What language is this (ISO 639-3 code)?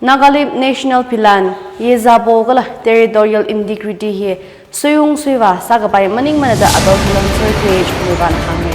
nmf